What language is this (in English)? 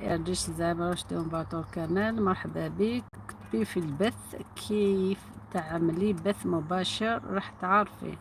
Algerian Arabic